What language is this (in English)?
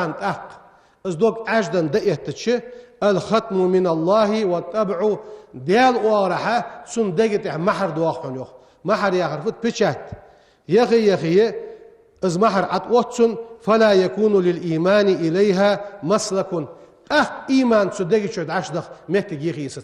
Ingush